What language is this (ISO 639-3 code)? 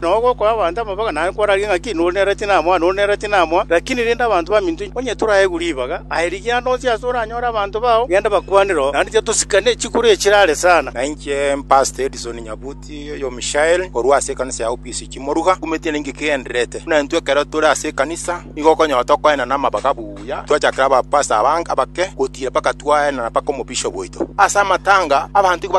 guz